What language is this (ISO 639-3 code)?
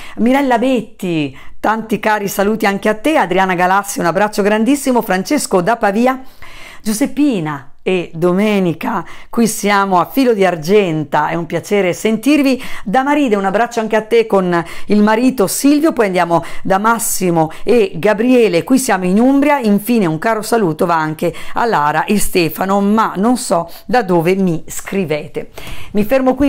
ita